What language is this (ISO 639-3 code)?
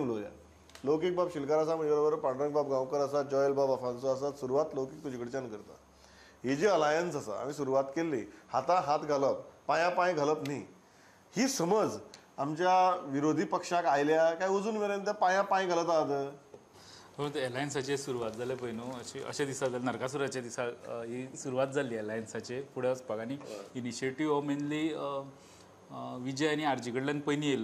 kok